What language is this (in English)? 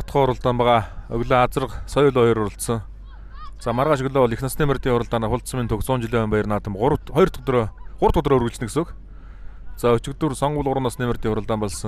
Mongolian